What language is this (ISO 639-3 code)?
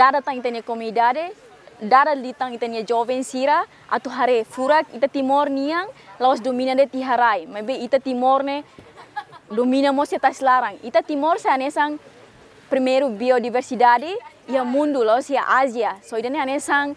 tet